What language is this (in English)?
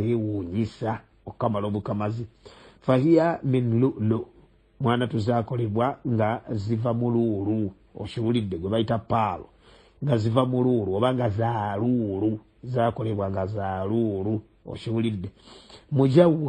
Ganda